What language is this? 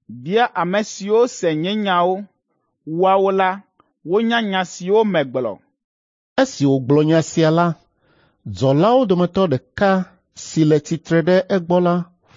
Ewe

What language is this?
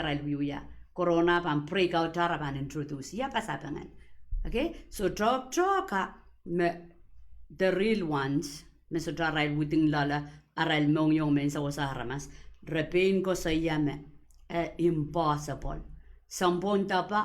Pohnpeian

